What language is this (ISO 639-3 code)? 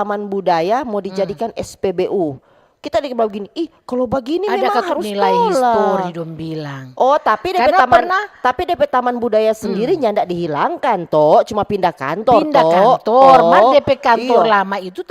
xmm